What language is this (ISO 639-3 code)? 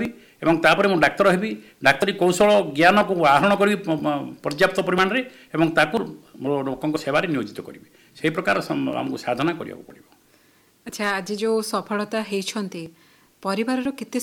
ori